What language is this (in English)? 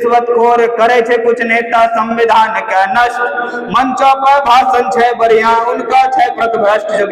Angika